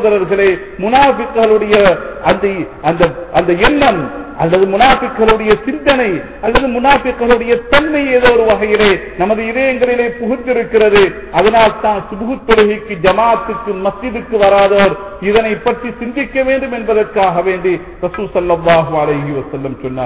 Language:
Tamil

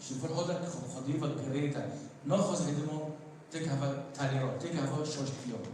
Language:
Kurdish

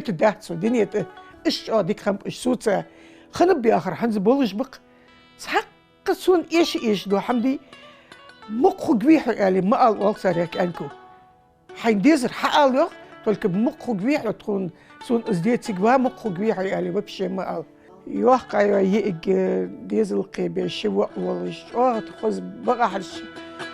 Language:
Ingush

